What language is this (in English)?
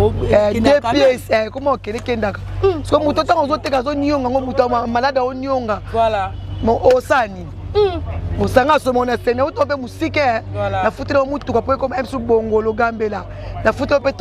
Lingala